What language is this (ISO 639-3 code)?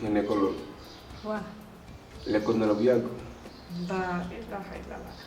wol